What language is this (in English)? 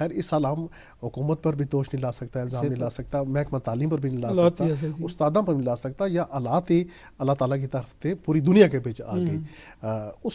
Gujari